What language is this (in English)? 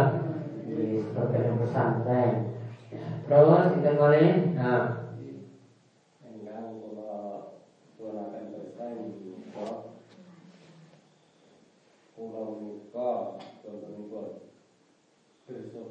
Indonesian